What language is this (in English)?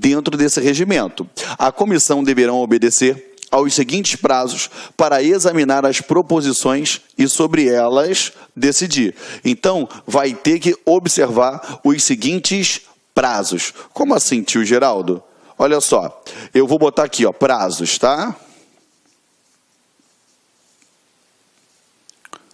Portuguese